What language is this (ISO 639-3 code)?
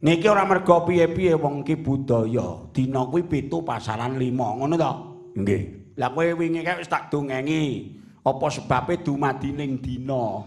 jav